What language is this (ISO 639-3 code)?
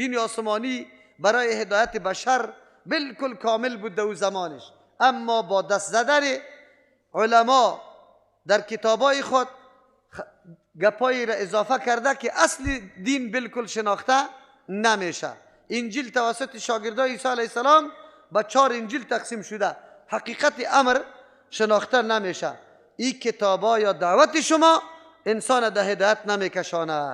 fas